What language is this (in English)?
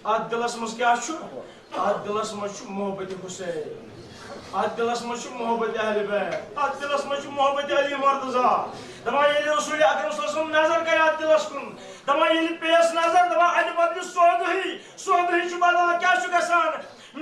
Kashmiri